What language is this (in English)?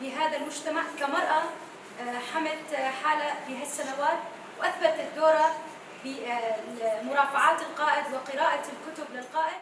Kurdish